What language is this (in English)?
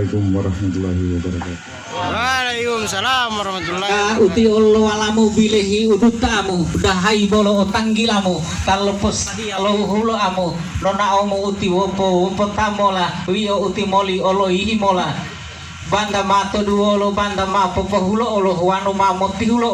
Gorontalo